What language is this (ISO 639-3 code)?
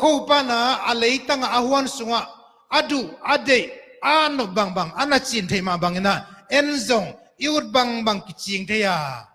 ctd